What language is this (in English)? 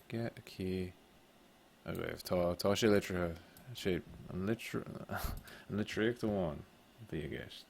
Irish